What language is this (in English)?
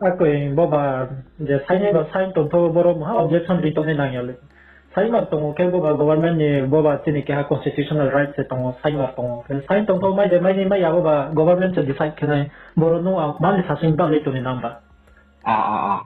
Riang (India)